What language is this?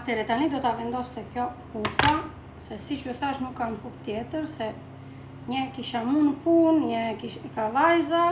Albanian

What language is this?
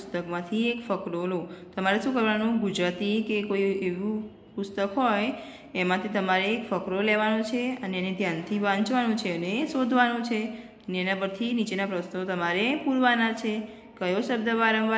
Gujarati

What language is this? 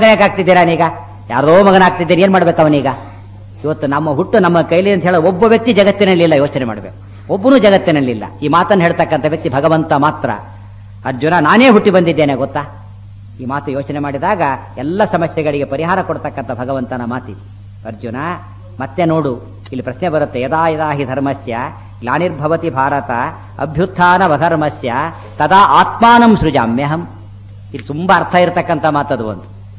Kannada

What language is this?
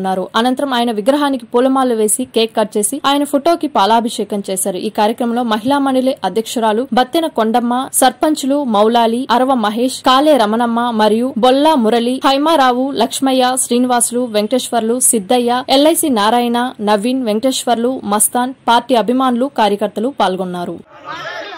Telugu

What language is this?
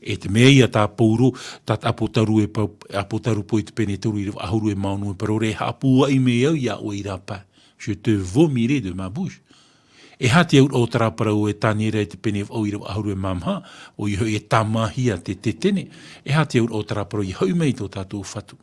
Tahitian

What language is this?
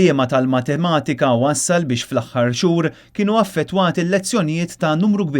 Maltese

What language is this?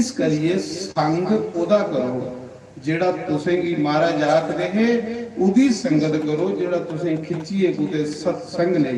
Dogri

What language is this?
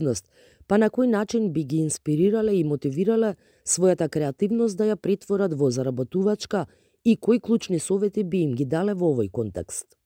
Macedonian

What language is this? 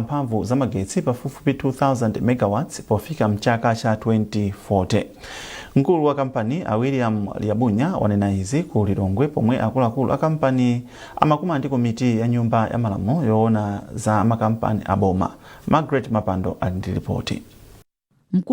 Nyanja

